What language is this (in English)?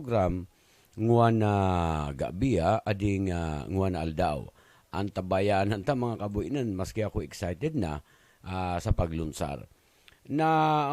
Buhi'non Bikol